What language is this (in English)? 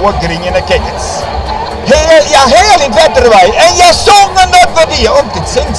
Western Frisian